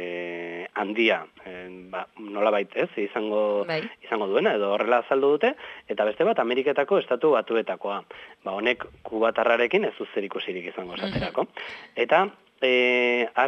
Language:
Basque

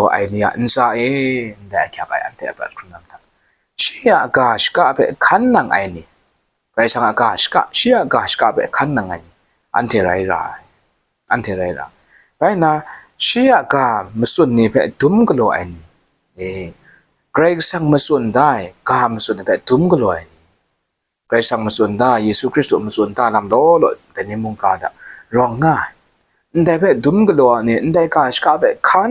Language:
Kachin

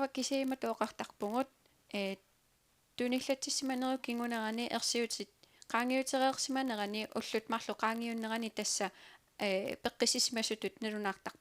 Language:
Kalaallisut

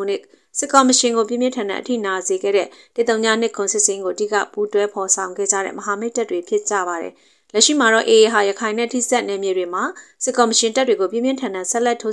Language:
Burmese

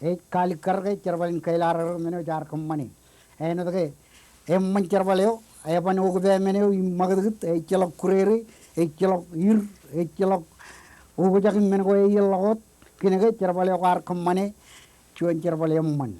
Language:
Marshallese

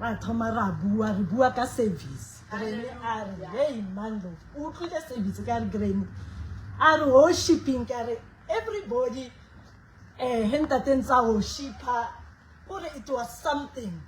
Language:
Southern Sotho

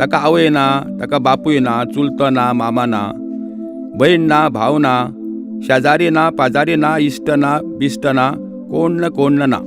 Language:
Konkani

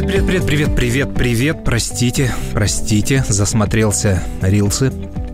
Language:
Russian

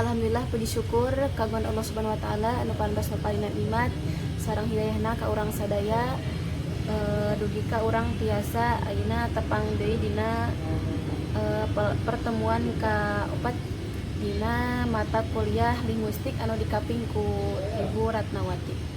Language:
Sundanese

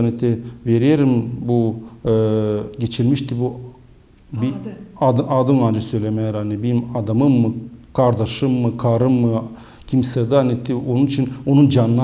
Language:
Gagauz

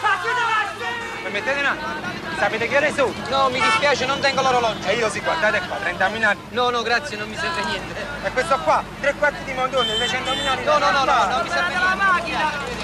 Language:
Neapolitan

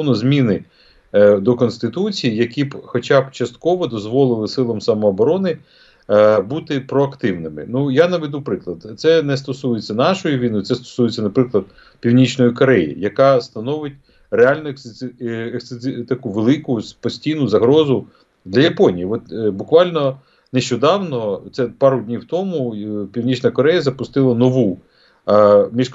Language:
Ukrainian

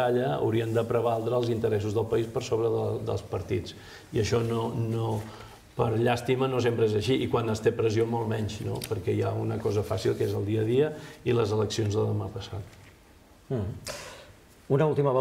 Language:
Catalan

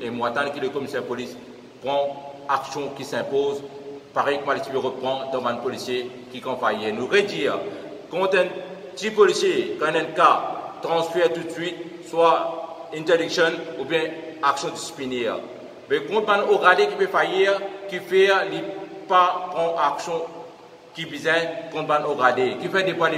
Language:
Morisyen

